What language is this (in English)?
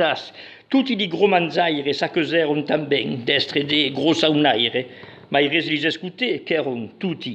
Occitan